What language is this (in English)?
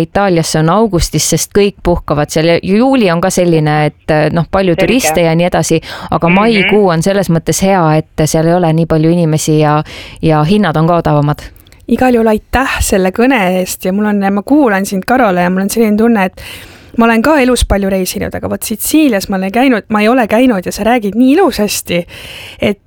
Estonian